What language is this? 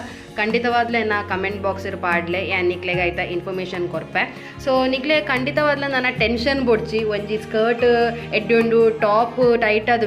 Tulu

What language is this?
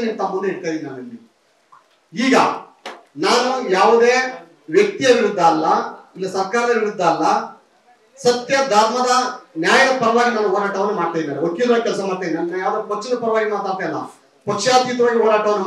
Kannada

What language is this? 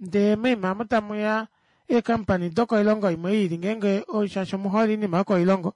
Kuanyama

